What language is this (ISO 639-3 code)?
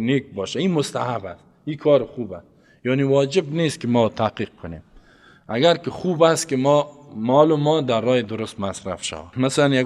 fas